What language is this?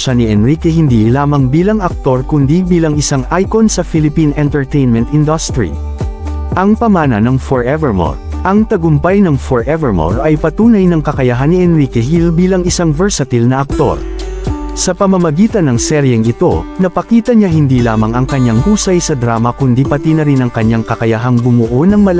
Filipino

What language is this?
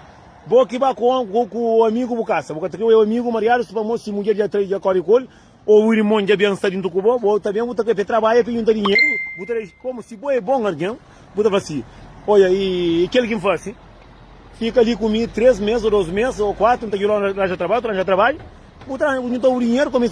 Kabuverdianu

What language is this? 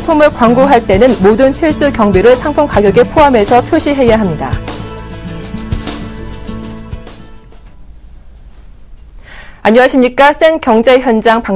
Korean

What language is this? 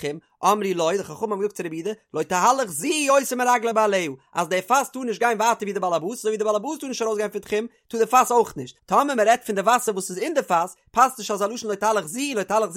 Yiddish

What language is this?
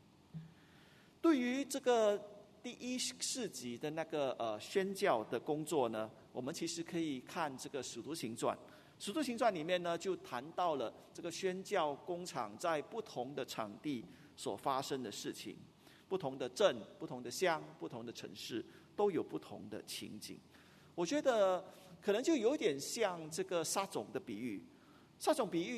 Chinese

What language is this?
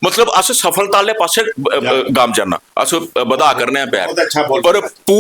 Dogri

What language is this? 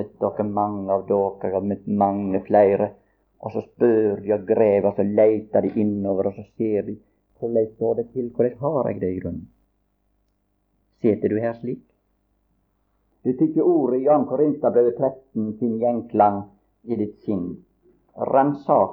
Norwegian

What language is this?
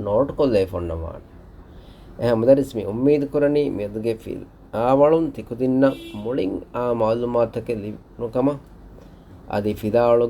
Divehi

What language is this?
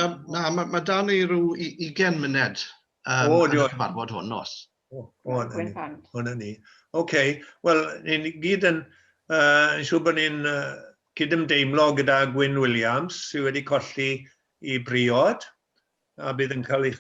Welsh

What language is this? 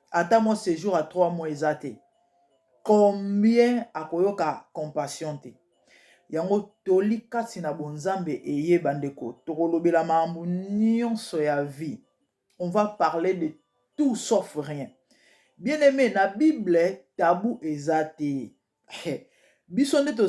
Lingala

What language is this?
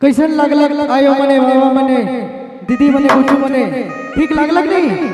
Sadri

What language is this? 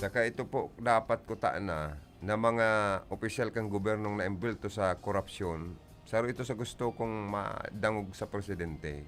Bikol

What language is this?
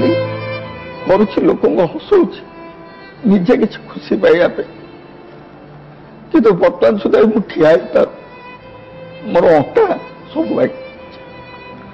Odia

